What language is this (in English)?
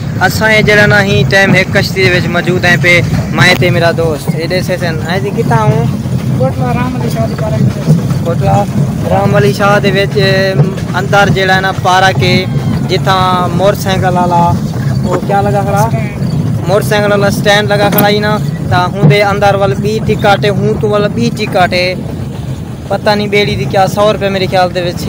Saraiki